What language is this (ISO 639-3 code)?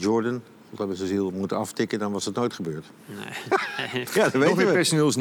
nld